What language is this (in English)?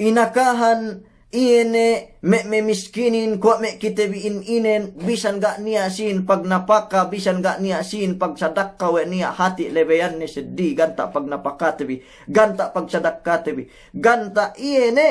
Yakan